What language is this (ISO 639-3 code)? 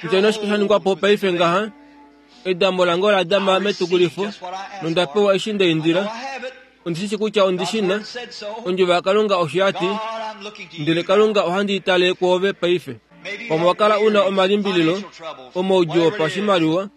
kua